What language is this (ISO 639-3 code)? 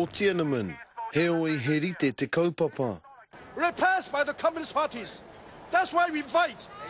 mri